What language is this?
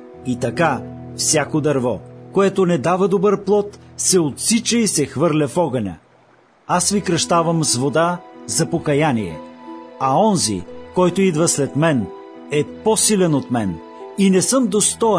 Bulgarian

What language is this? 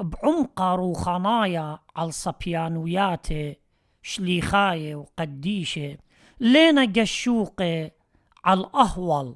Assyrian Neo-Aramaic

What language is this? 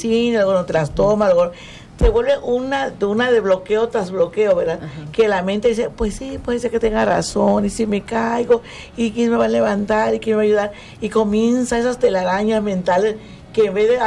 Spanish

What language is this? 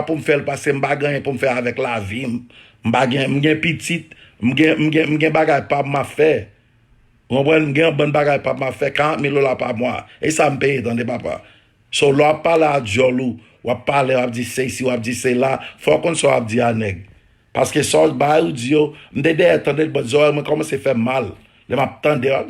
Haitian Creole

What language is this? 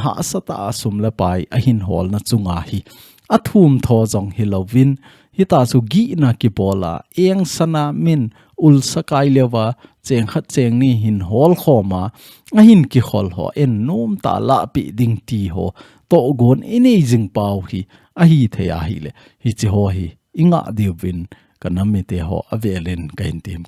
Thado Chin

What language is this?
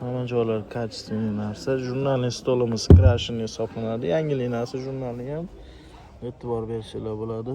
Uzbek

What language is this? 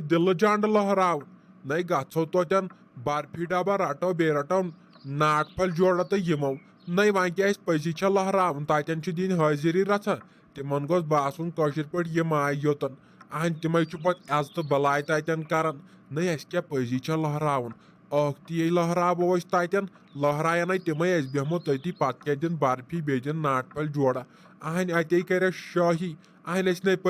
Kashmiri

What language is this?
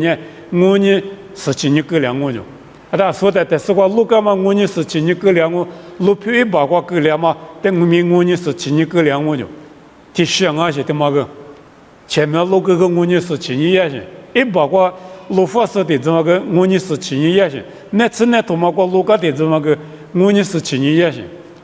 Lisu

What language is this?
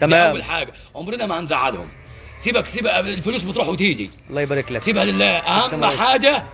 Egyptian Arabic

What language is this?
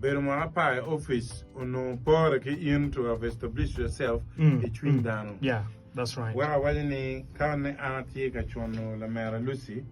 Acoli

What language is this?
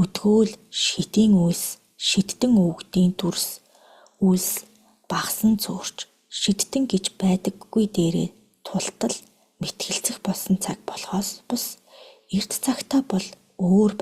Mongolian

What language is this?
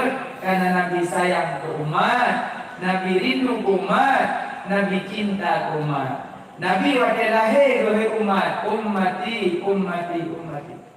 Achinese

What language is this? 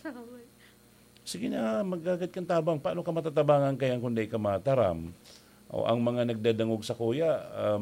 Bikol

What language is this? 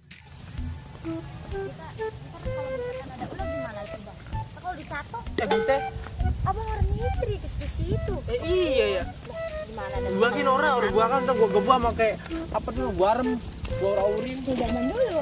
Betawi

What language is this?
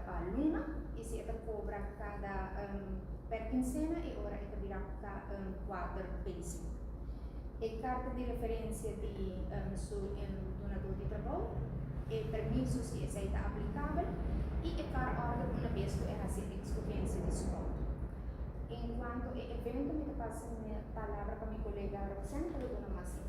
Papiamento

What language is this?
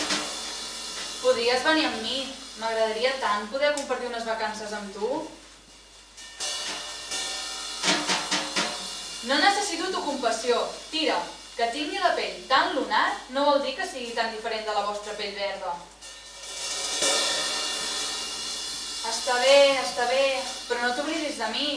Catalan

